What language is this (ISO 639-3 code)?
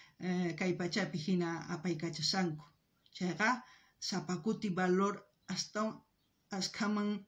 quh